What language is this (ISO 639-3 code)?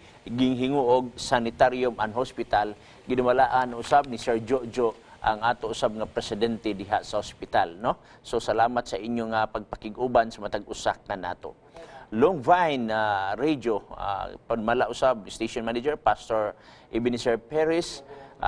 ceb